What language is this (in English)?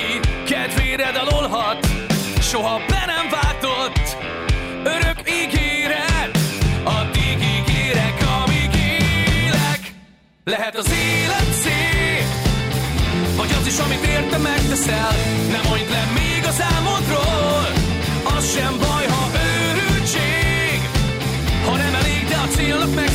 Hungarian